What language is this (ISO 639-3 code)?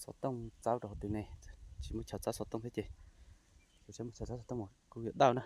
hmn